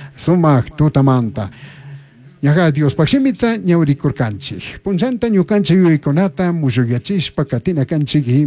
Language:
Chimborazo Highland Quichua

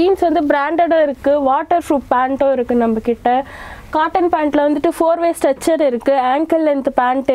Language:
Tamil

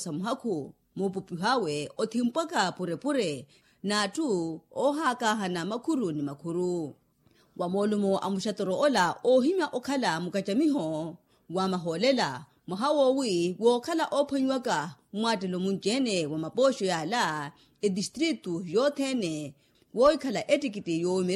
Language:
Makhuwa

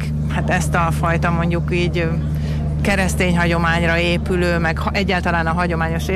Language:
Hungarian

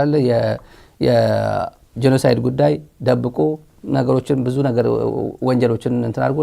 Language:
Amharic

